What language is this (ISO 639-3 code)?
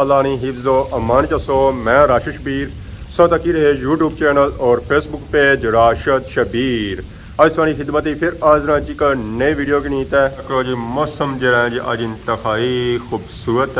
phr